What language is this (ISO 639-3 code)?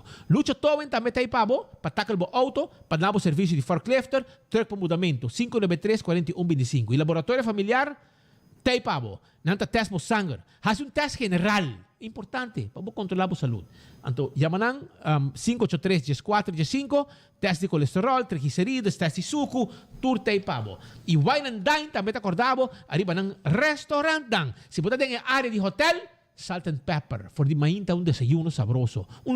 pap